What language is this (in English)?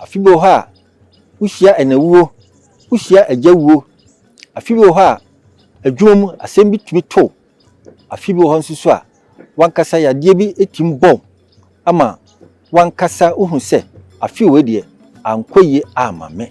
Akan